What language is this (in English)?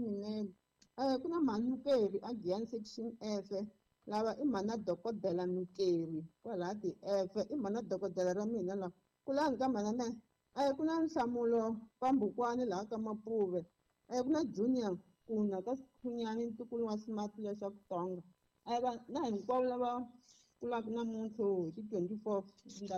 Tsonga